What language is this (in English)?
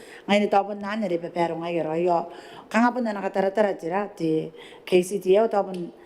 Gilbertese